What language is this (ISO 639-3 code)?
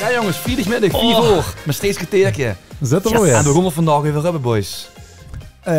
lim